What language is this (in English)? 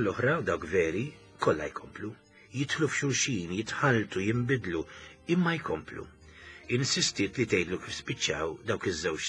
Maltese